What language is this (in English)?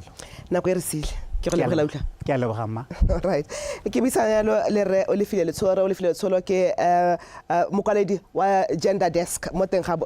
Tswana